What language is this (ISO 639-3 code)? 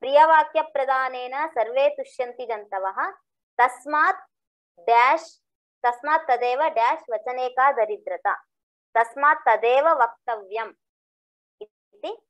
san